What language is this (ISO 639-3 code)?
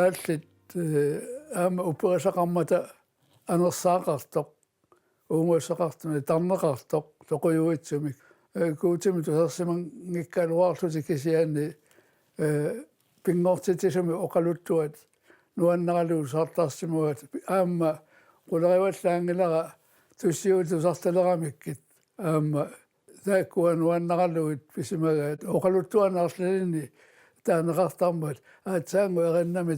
kal